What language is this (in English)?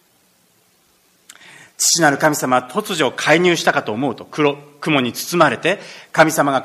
Japanese